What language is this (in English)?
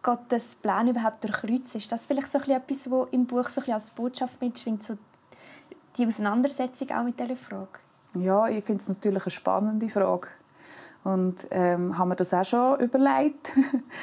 Swiss German